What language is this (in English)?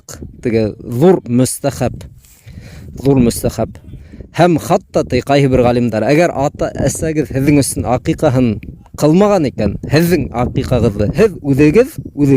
Bashkir